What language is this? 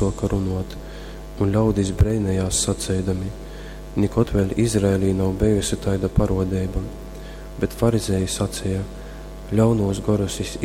Latgalian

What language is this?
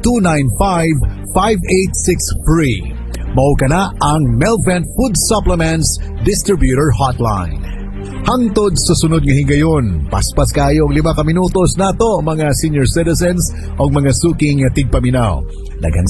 Cebuano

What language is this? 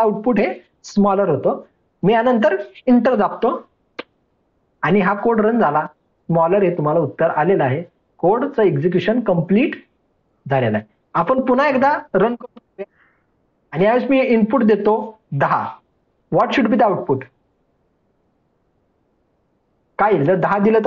Marathi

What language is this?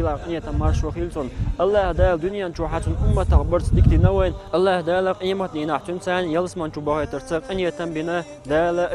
Chechen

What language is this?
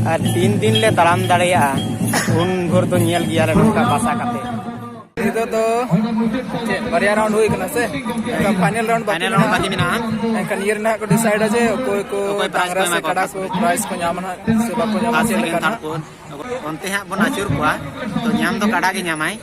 Santali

